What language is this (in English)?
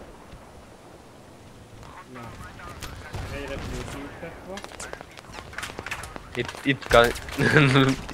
Hungarian